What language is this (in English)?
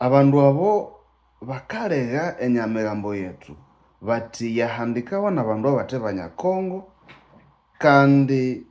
Nande